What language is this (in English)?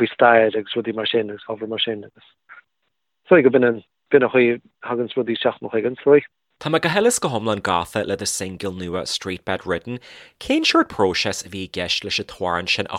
Irish